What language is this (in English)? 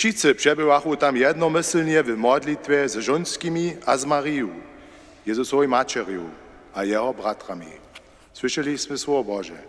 Upper Sorbian